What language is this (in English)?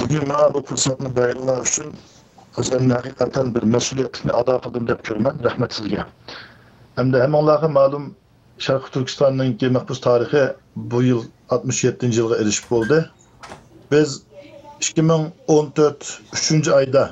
Uyghur